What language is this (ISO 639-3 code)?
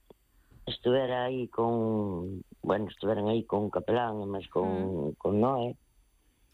glg